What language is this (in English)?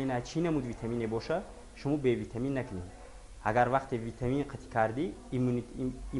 Tajik